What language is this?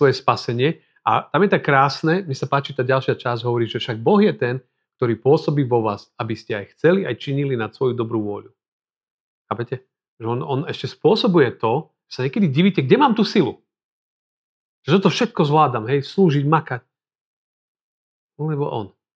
Slovak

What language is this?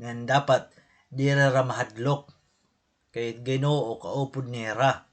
Waray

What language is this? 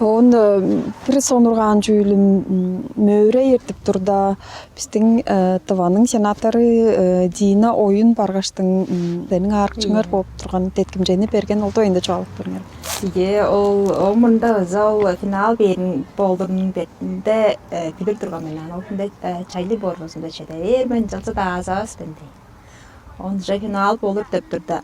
Tuvinian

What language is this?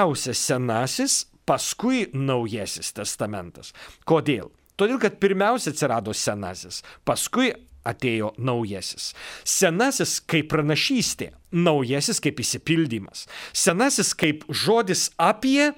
Lithuanian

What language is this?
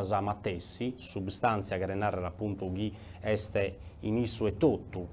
Sardinian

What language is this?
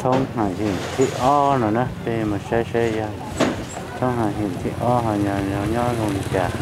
Hmong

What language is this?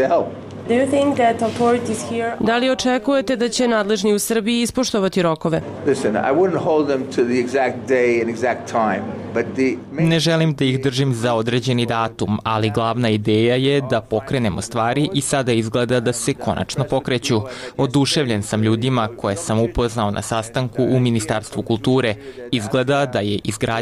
Serbian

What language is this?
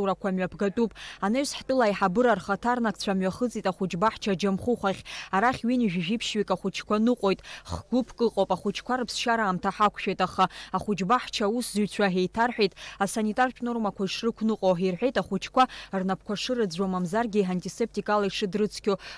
Abkhazian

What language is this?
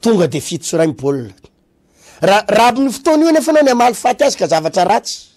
Malagasy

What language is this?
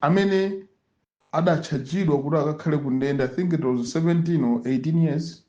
Nyanja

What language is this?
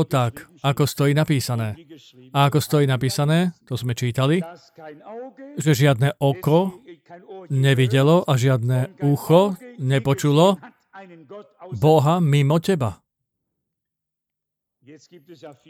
Slovak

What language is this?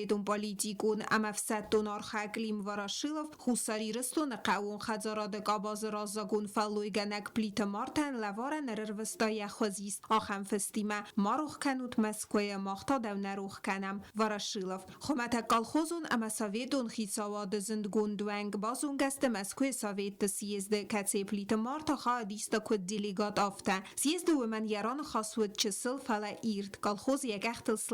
Ossetic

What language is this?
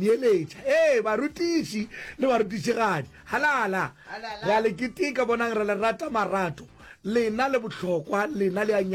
Northern Sotho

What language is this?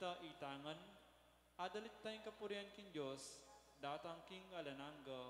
Pampanga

